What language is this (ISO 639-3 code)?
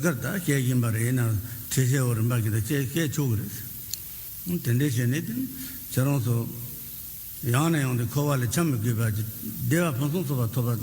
bod